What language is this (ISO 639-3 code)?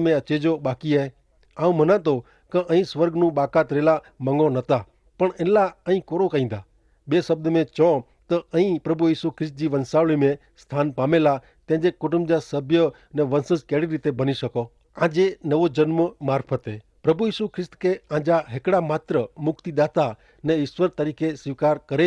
kfr